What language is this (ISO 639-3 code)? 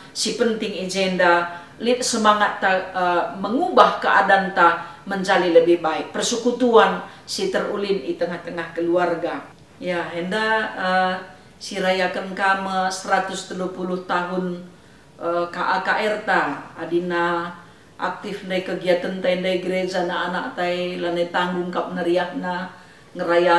btx